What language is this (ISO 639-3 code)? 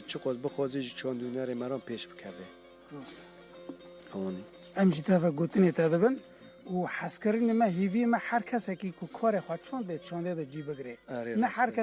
kur